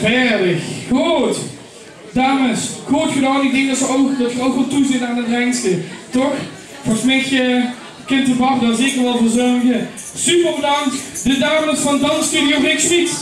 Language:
Limburgish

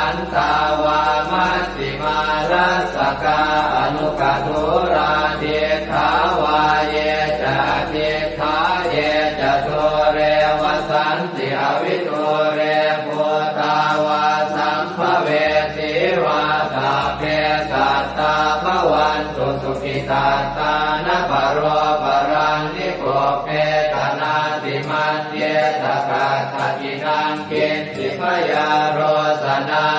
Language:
Pali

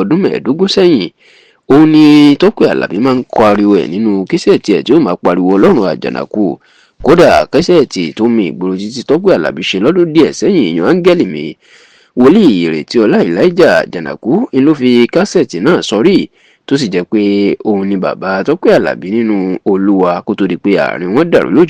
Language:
Yoruba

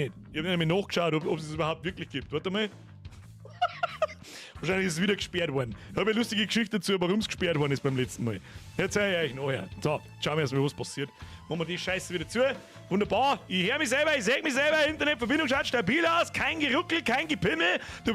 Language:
Bavarian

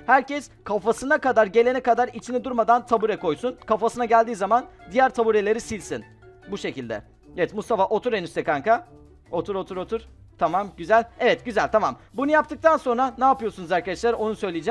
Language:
Turkish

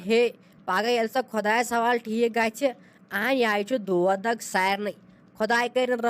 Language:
Kashmiri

